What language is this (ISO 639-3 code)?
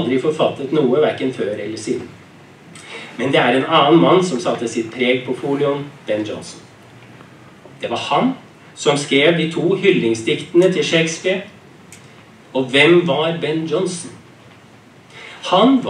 nor